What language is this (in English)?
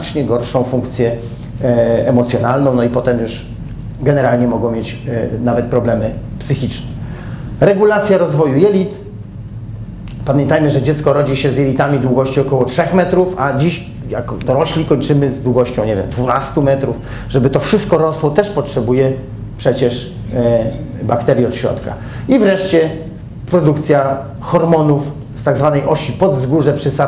Polish